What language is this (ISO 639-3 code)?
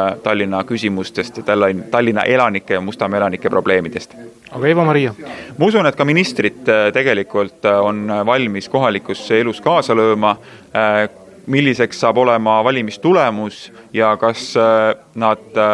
est